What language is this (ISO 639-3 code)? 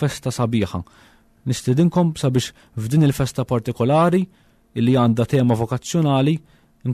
mlt